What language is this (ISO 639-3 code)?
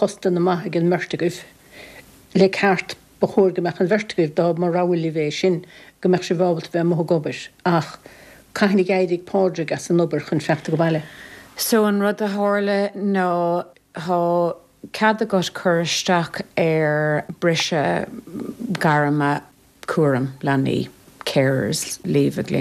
gle